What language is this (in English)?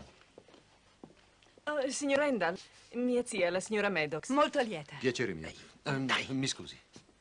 Italian